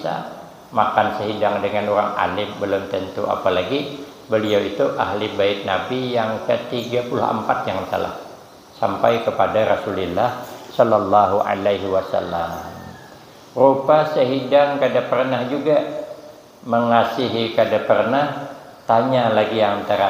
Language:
Banjar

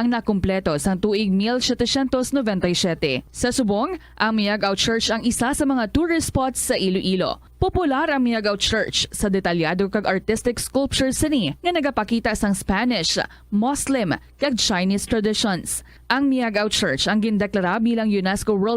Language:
Hiligaynon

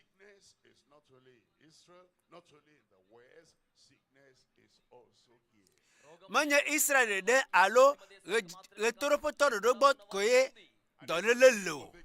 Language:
Ewe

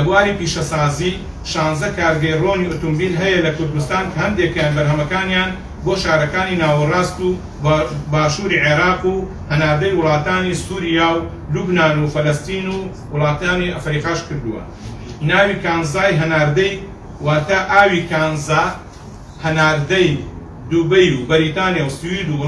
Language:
Central Kurdish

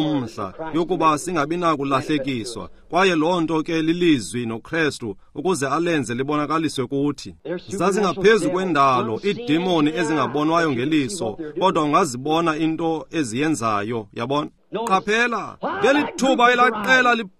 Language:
Xhosa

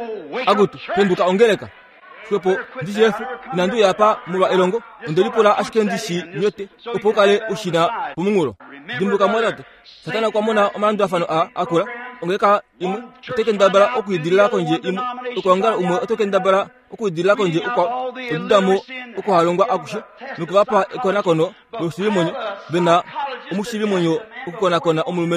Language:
Kuanyama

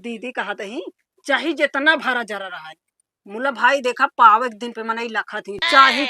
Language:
Awadhi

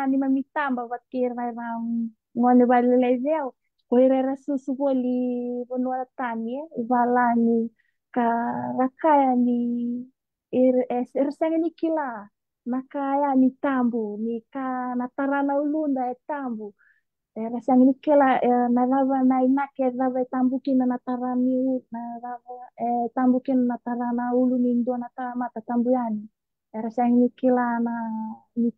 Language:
Fijian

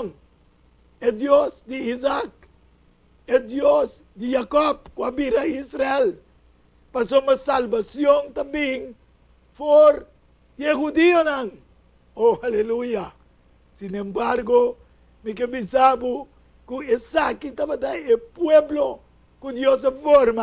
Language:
Papiamento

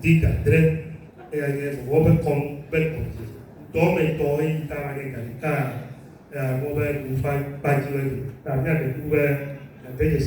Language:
Ewe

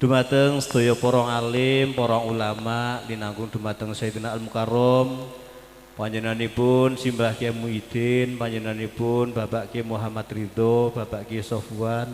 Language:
Javanese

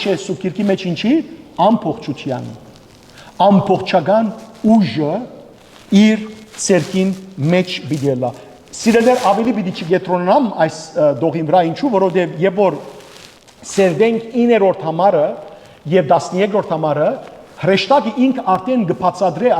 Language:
Western Armenian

